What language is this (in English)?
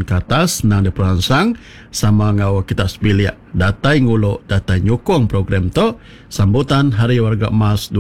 Iban